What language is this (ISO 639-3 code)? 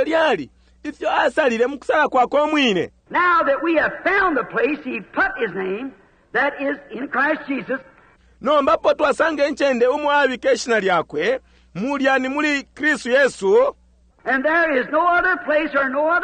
bem